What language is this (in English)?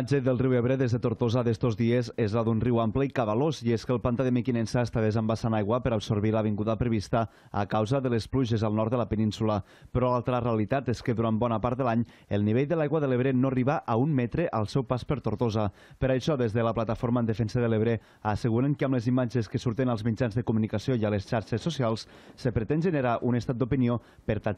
Catalan